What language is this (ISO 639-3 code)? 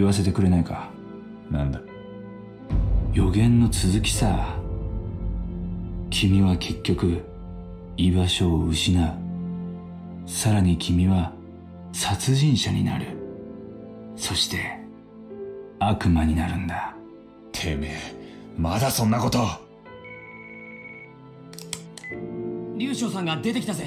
jpn